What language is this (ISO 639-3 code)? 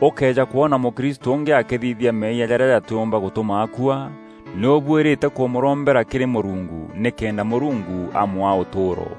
mer